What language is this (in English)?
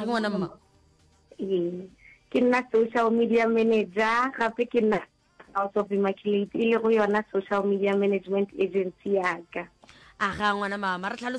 Northern Sotho